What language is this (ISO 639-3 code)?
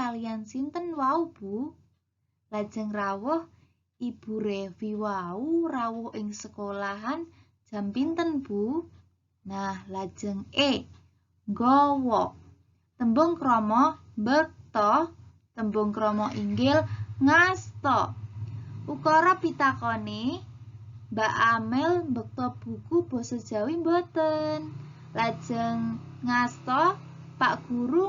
jav